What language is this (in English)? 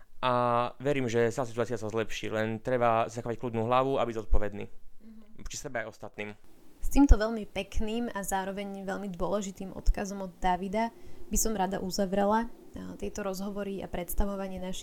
Slovak